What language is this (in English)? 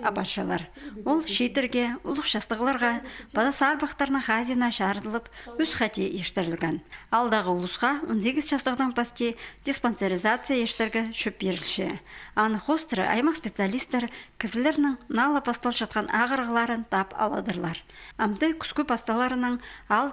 Khakas